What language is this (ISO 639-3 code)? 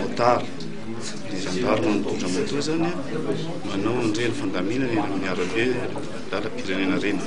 mlg